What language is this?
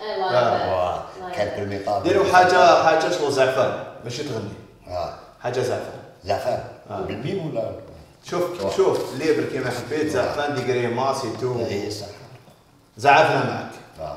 Algerian Arabic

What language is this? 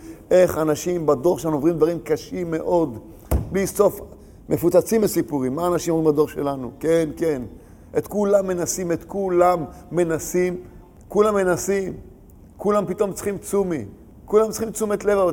Hebrew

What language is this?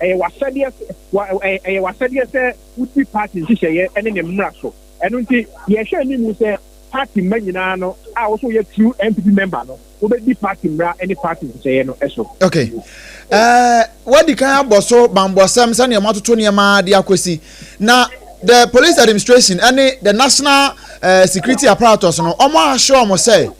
Akan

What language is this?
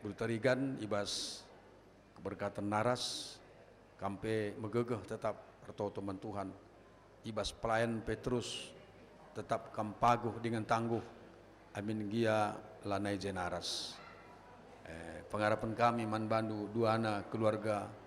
Batak Karo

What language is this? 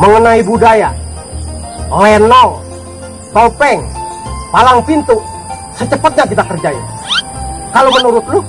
Betawi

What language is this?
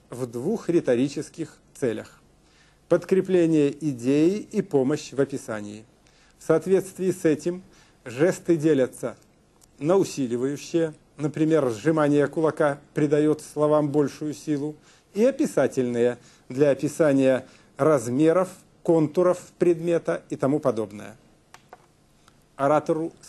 Russian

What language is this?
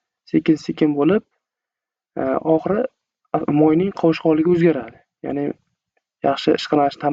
Uzbek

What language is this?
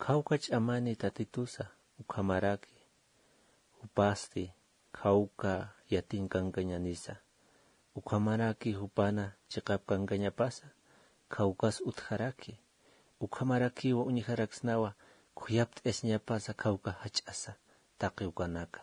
Aymara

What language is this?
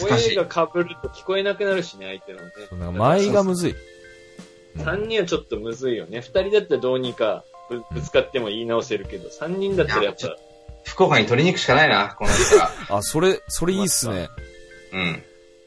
Japanese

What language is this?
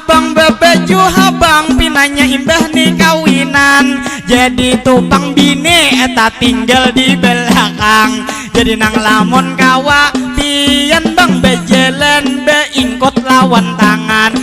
Banjar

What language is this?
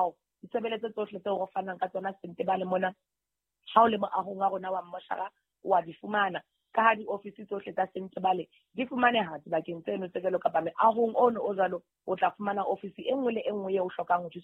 Southern Sotho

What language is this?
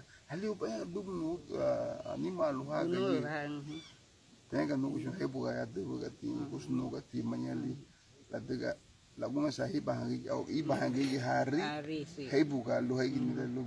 Garifuna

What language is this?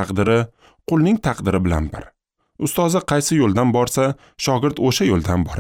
Uzbek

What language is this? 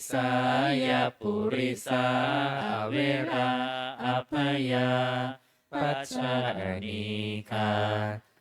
Pali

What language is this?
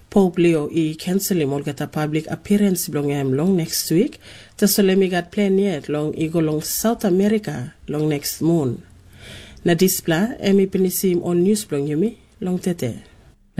Tok Pisin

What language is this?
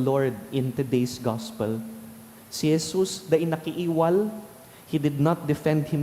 Bikol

